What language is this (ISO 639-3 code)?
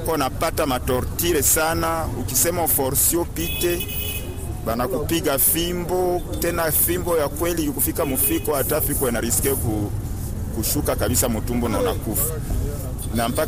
swa